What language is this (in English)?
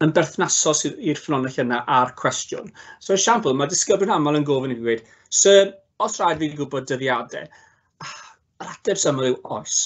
Welsh